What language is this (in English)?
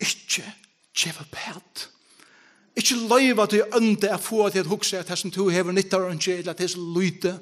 Faroese